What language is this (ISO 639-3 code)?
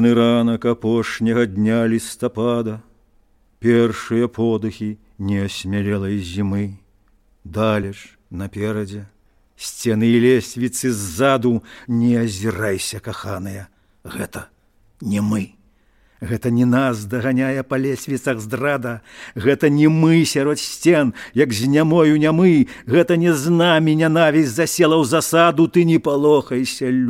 bel